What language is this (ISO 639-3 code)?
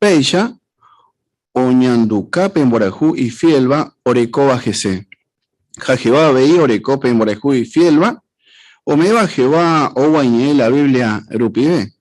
grn